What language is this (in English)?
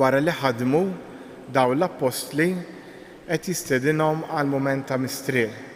Maltese